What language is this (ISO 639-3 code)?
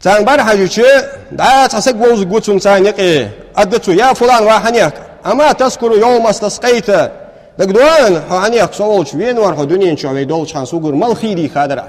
inh